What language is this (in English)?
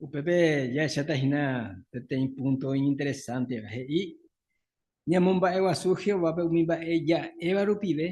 Guarani